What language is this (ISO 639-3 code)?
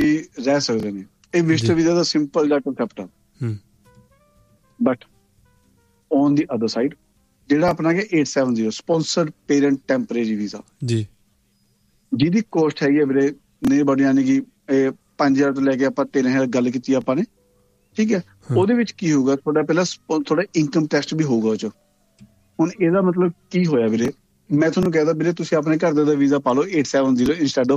pan